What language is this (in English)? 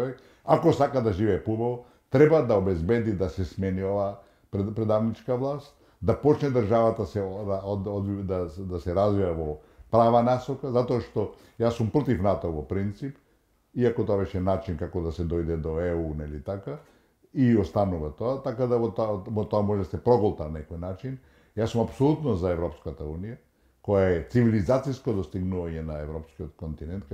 Macedonian